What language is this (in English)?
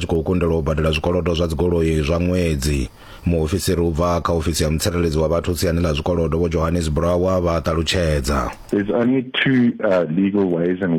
Venda